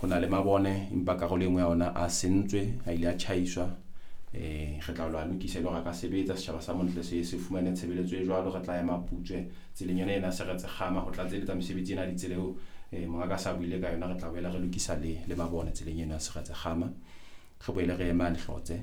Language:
Southern Sotho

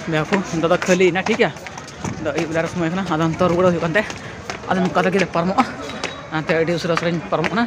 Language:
Santali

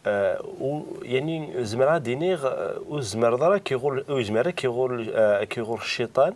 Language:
Kabyle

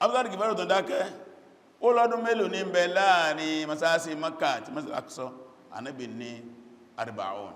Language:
Yoruba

